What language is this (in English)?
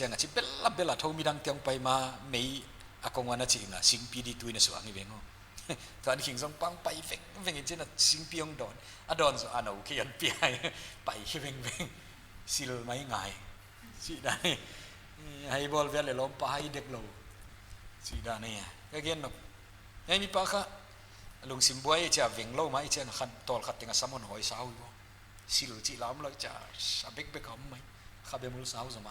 Paite Chin